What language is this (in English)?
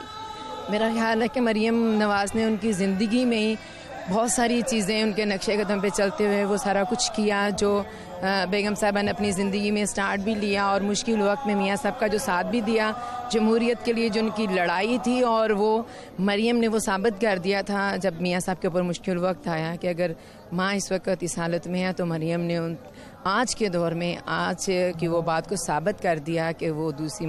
Urdu